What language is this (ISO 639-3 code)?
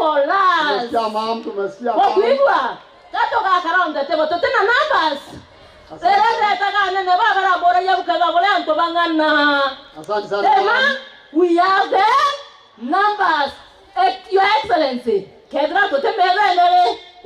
mer